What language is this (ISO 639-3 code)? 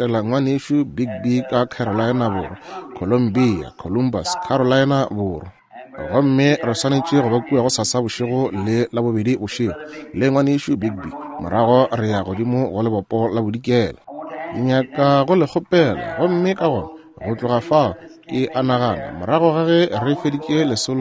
nso